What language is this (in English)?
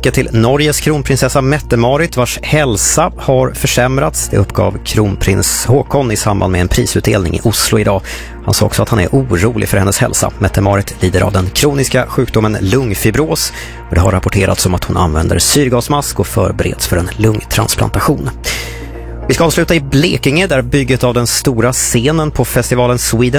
Swedish